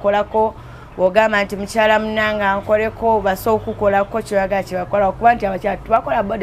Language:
Ganda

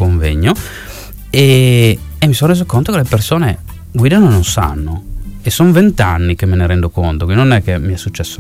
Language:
Italian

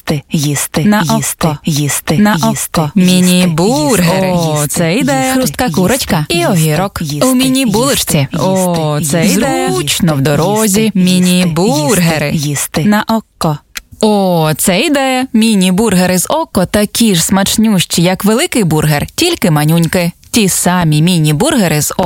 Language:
Ukrainian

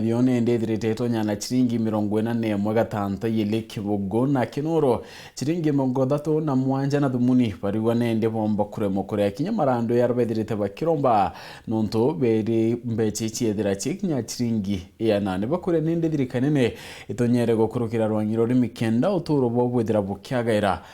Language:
Meru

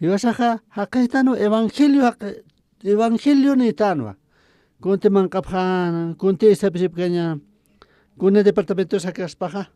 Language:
Aymara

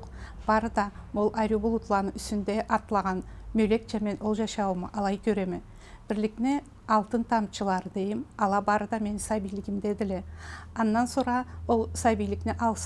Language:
Karachay-Balkar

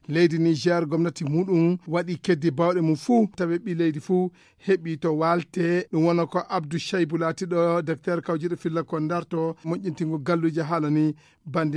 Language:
Fula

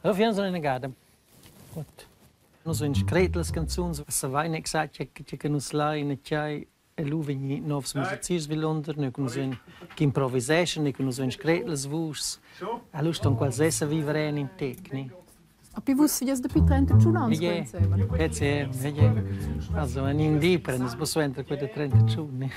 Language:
Romansh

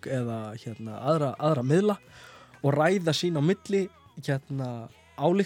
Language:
Icelandic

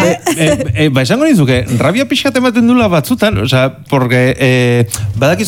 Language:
Basque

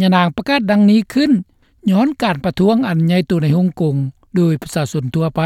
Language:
Lao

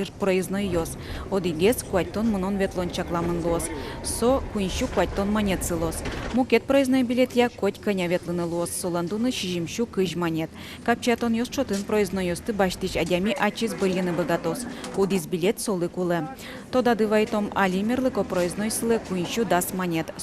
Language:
Udmurt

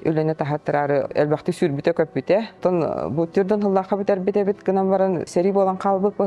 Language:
Yakut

